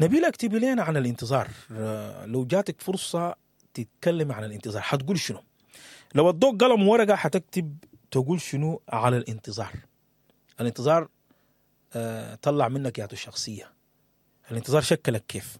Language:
Sudanese Arabic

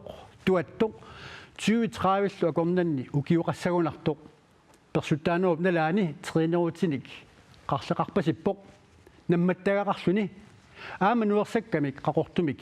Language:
Kalaallisut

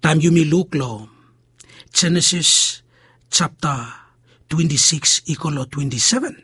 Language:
Bislama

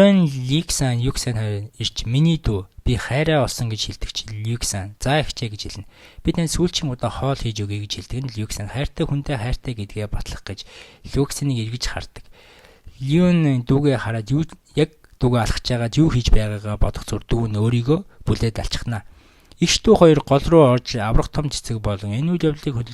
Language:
Mongolian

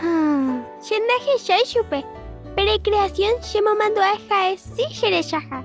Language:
Guarani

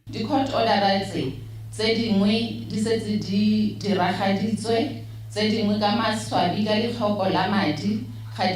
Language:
Tswana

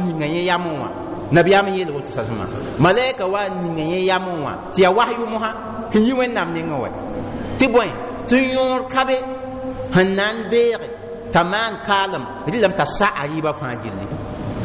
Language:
Mossi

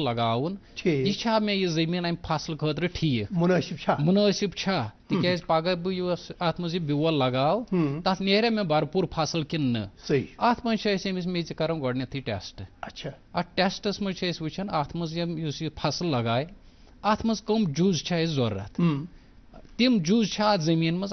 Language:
Kashmiri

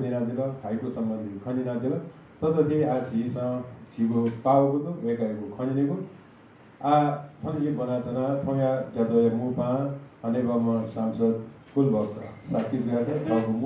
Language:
Newari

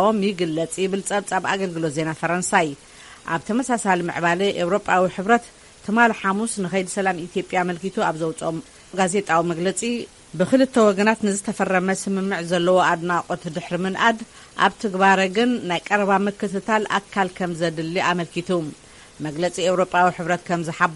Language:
Tigrinya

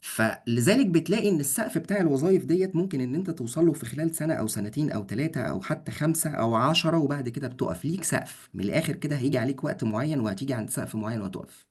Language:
Egyptian Arabic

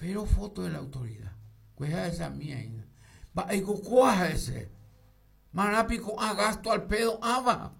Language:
Guarani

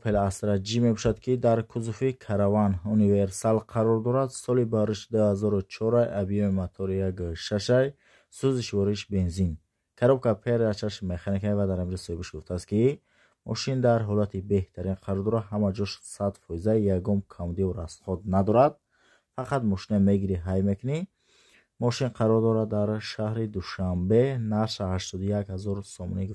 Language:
Tajik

